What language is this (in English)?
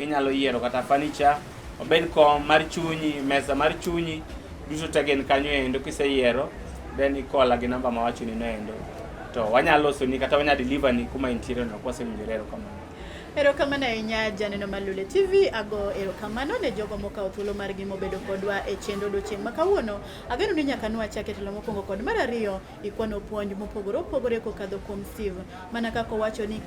Luo (Kenya and Tanzania)